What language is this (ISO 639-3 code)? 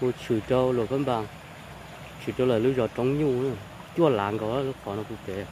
hmn